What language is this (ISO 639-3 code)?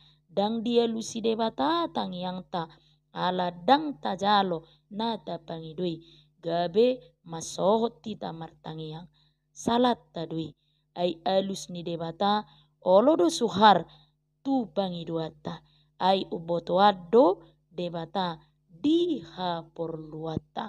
bbc